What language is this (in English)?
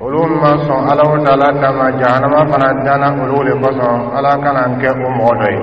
Dyula